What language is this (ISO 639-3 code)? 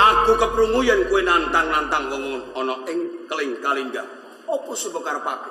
jav